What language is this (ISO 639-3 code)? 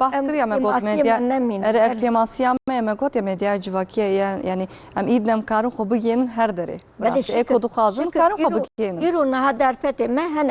kur